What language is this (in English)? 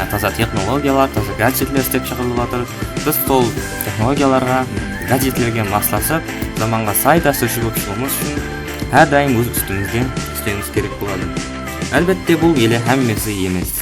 Kara-Kalpak